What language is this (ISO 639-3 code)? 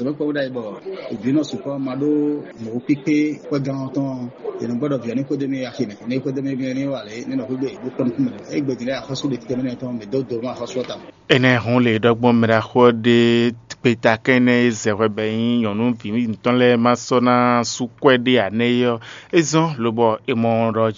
fon